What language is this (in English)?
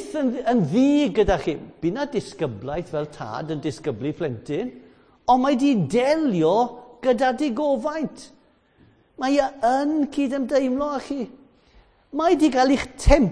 Welsh